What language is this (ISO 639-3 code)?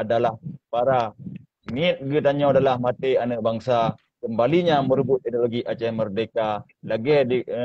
ace